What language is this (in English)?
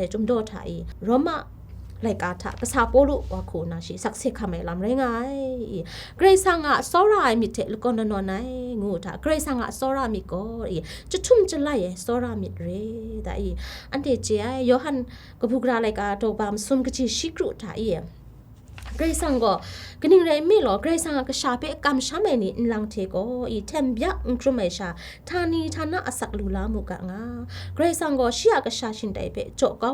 Kachin